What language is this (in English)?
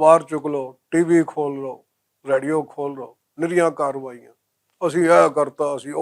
Western Panjabi